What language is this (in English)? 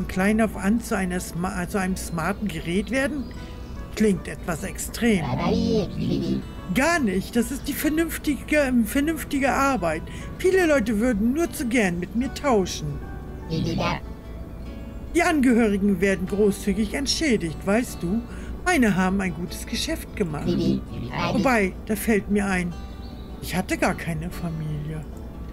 German